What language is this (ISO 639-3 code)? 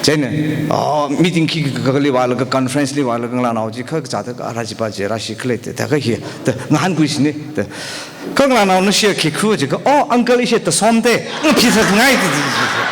nmf